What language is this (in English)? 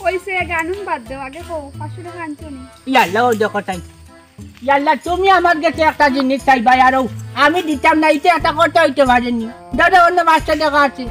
Sylheti